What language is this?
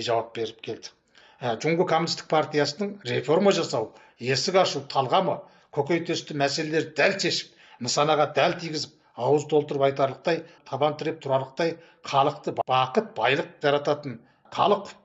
Kazakh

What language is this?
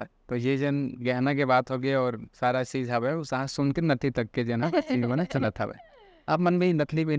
Chhattisgarhi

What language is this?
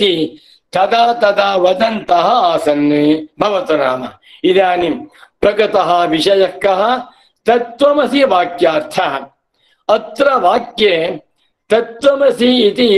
Sanskrit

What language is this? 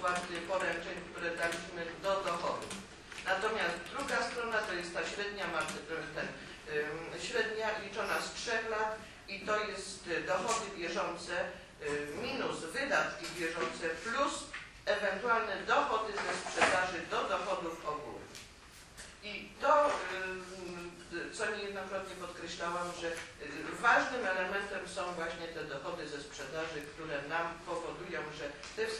Polish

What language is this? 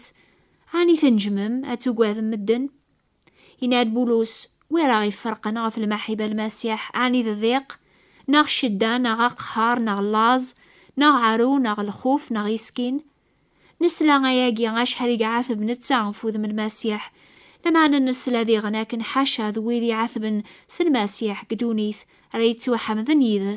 Kabyle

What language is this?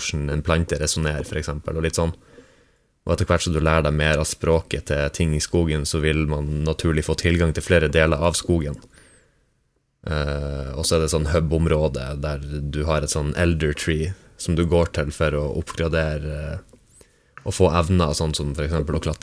Norwegian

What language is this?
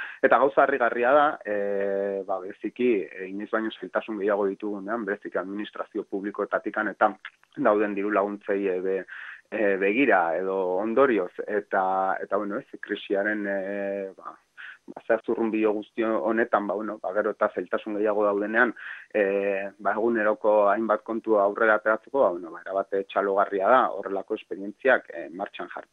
Basque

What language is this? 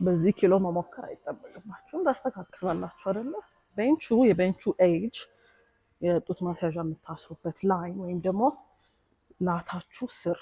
Amharic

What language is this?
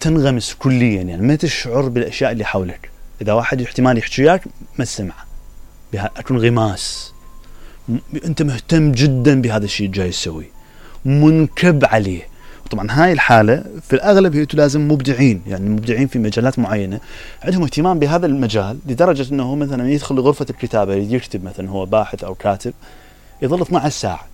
Mesopotamian Arabic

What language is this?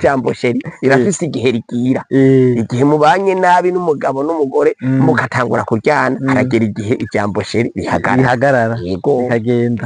Rundi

